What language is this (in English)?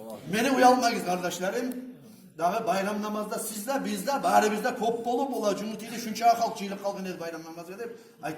Kumyk